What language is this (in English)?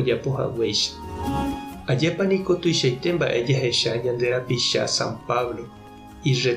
Guarani